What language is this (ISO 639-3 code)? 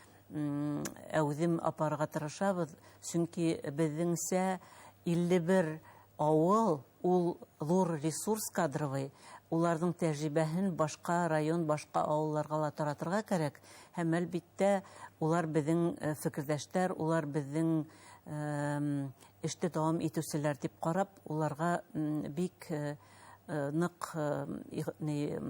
bak